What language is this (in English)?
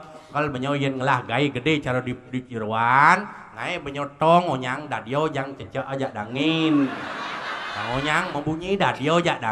Balinese